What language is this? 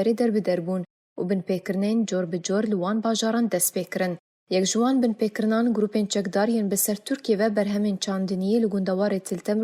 Kurdish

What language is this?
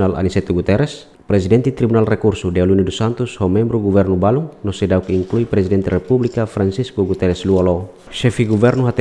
Tetum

